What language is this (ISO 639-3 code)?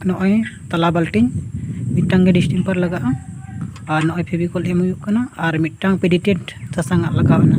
sat